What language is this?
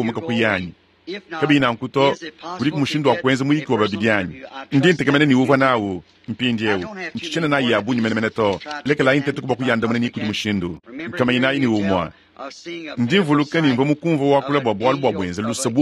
Luba-Lulua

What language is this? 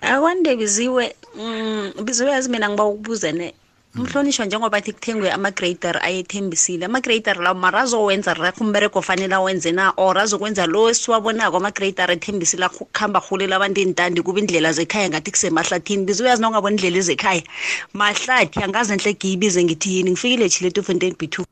South Ndebele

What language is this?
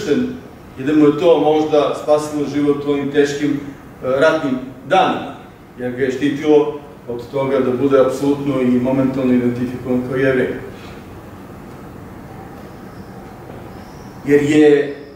Serbian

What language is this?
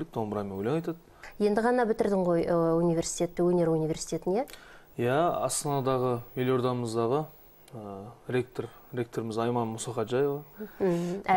Kazakh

